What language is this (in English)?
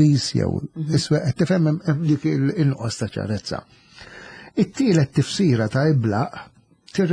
Maltese